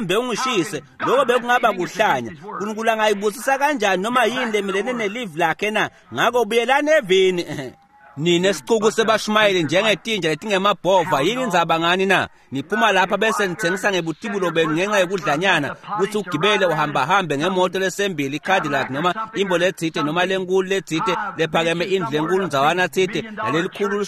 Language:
Swati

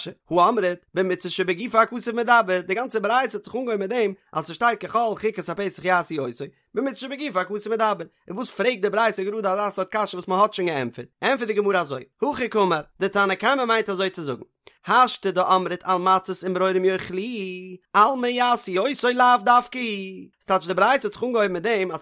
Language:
Yiddish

